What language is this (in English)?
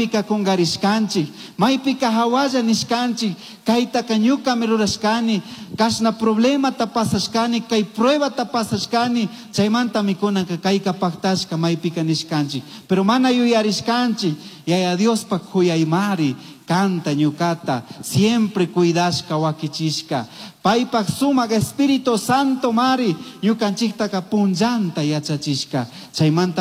Chimborazo Highland Quichua